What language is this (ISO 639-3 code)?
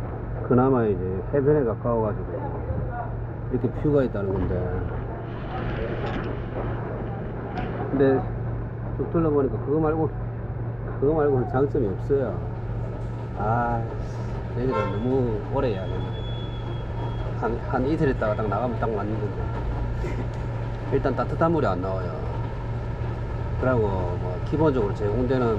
kor